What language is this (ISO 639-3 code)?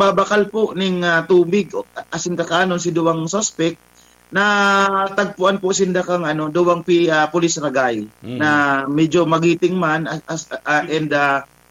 bik